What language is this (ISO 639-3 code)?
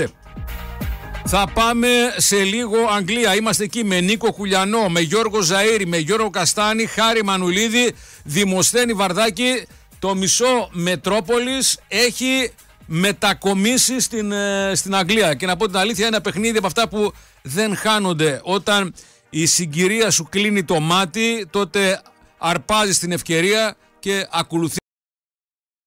ell